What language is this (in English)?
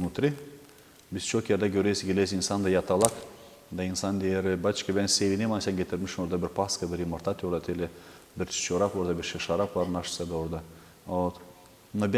Gagauz